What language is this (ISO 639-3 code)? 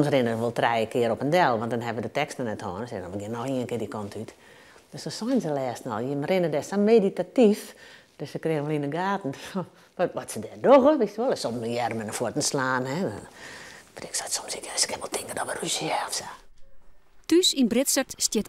fry